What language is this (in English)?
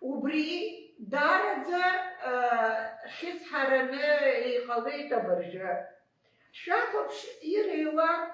Abkhazian